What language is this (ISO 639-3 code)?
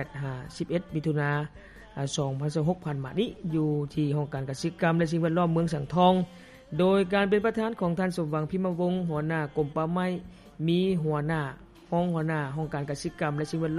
lao